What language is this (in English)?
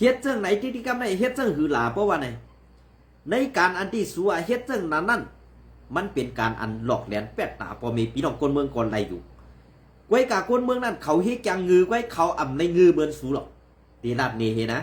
Shan